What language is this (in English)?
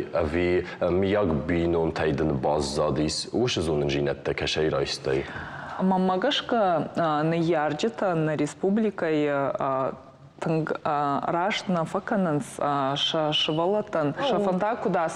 Ossetic